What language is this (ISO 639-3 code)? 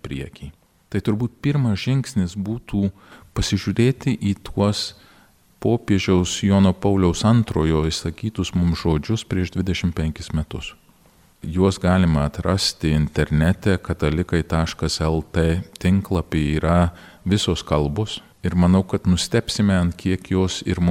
lit